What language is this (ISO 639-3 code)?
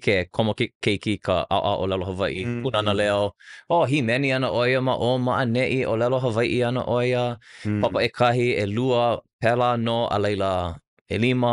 haw